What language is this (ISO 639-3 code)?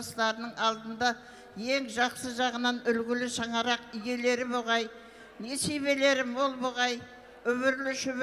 kaa